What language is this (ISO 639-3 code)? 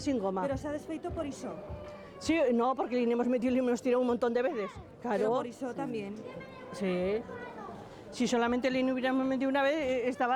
arg